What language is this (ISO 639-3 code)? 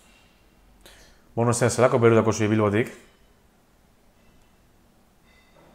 eus